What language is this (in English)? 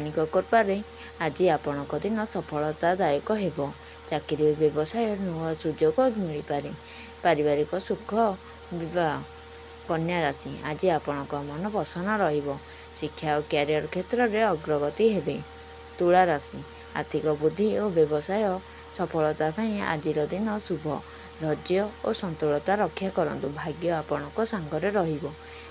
Odia